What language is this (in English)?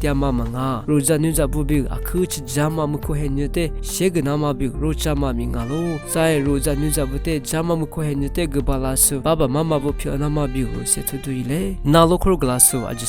Lisu